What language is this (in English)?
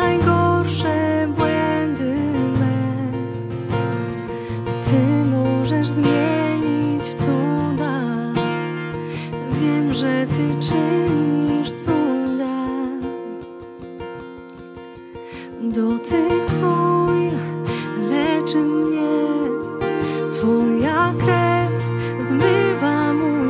Polish